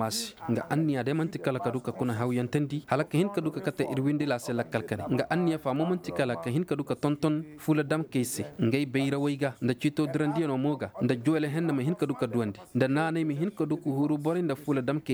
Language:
Koyraboro Senni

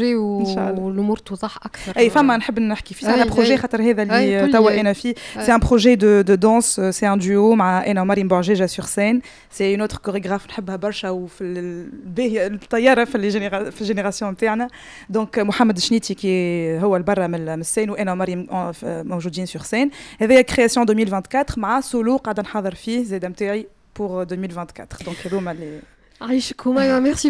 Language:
Tunisian Arabic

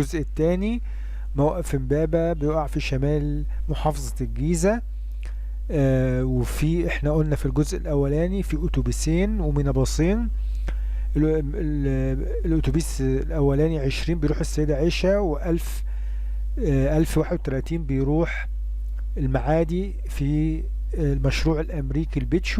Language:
Egyptian Arabic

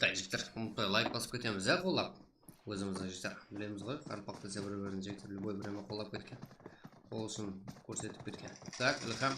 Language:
Kara-Kalpak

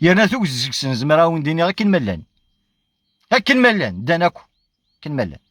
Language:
Kabyle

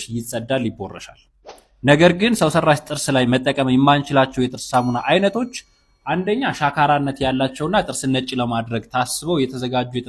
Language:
Amharic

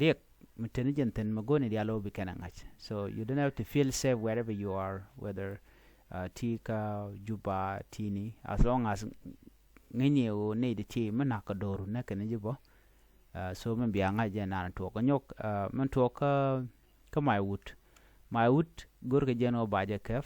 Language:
Nuer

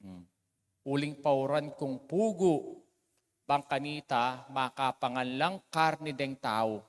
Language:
Pampanga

